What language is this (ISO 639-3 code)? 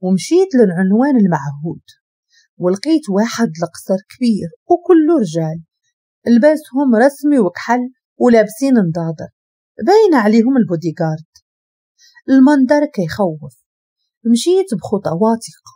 ary